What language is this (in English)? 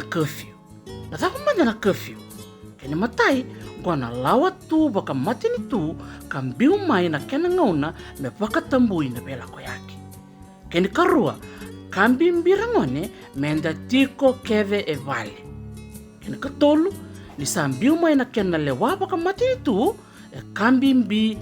Fijian